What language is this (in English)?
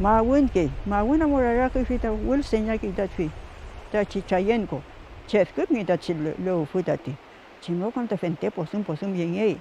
Mapuche